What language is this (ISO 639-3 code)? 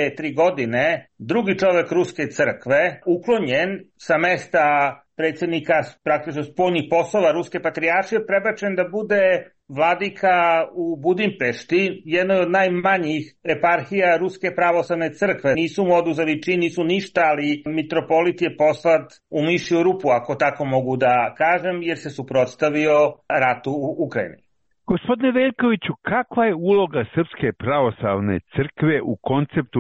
srp